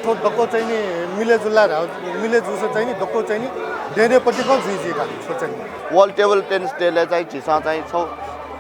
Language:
Newari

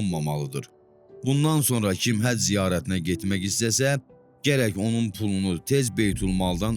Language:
Azerbaijani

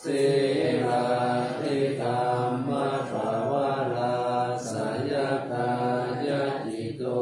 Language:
Pali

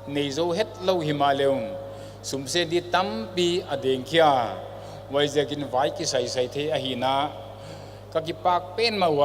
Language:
Paite Chin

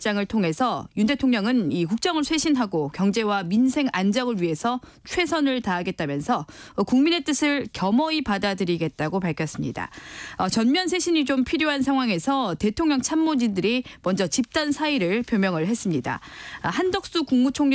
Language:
Korean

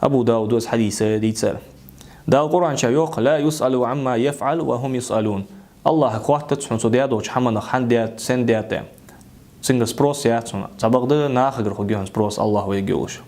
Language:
Ingush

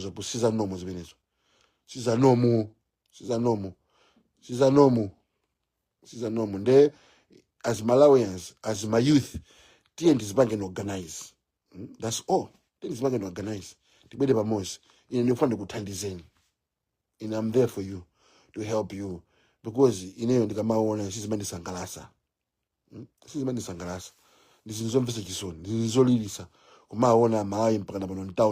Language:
Nyanja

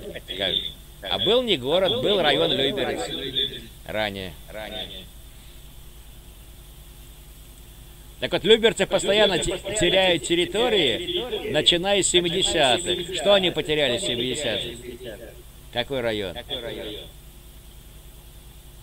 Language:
Russian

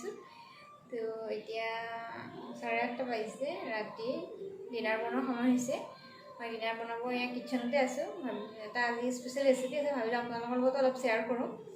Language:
Assamese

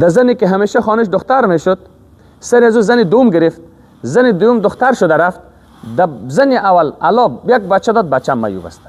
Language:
Persian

